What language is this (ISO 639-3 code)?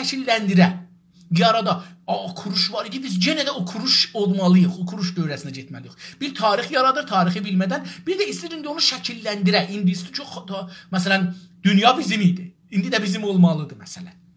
azb